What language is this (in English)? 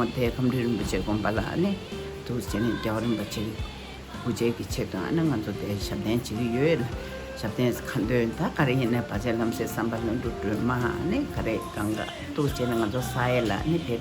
Tibetan